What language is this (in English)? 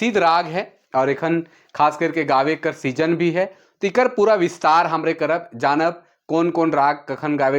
Sadri